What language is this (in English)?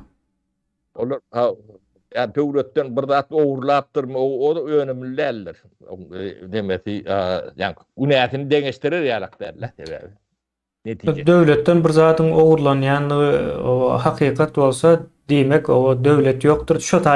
Turkmen